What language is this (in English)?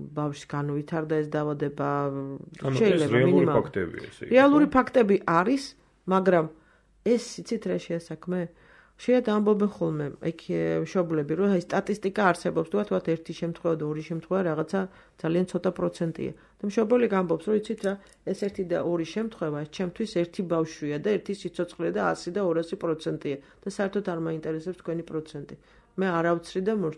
Georgian